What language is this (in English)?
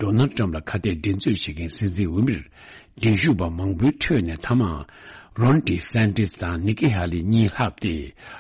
Tibetan